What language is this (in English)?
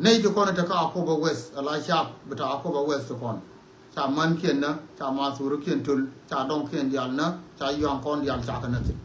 Nuer